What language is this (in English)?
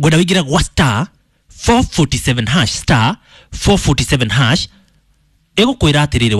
Kikuyu